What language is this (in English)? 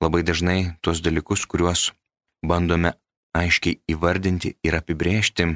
Lithuanian